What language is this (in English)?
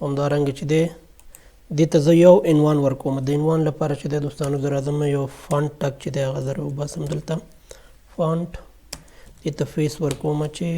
Pashto